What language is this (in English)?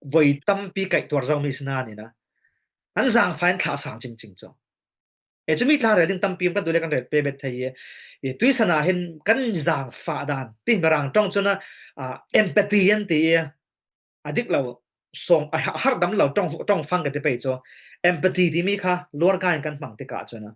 Falam Chin